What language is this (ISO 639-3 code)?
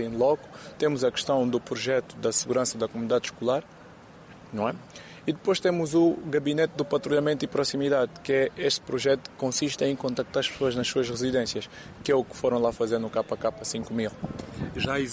por